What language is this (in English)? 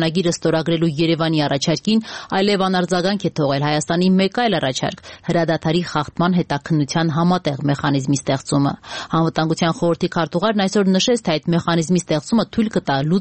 Armenian